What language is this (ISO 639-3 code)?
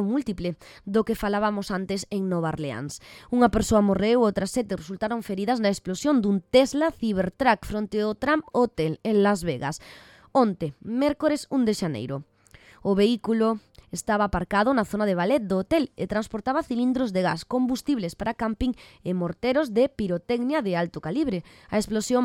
glg